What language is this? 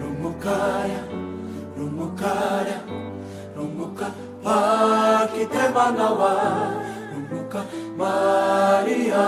Māori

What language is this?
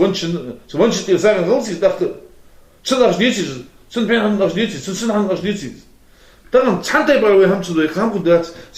Ingush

